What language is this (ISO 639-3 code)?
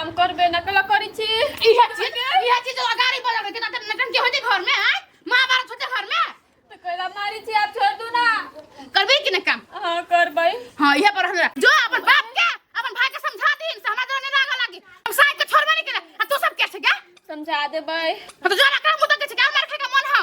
mai